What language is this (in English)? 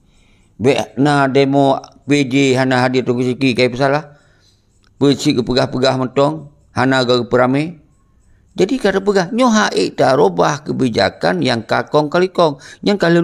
Achinese